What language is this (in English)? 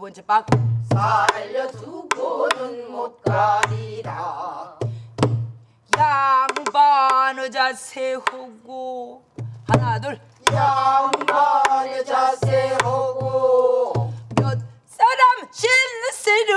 Korean